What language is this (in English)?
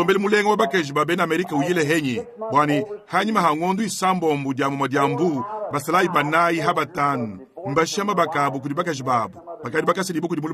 Luba-Lulua